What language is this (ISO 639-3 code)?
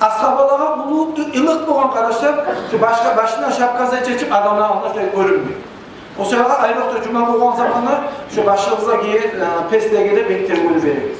kum